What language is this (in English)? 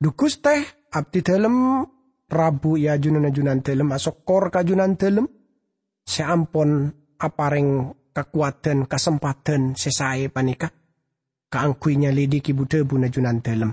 Madurese